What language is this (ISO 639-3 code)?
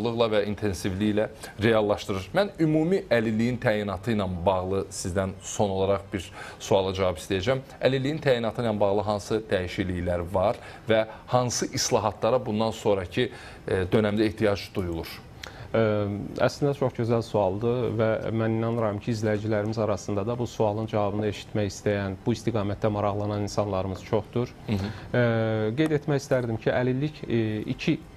aze